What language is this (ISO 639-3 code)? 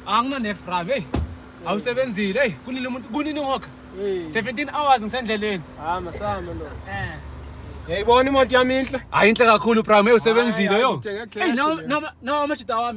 zul